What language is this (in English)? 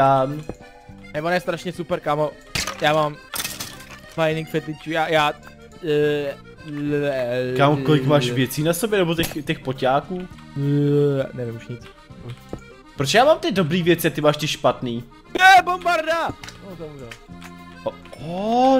Czech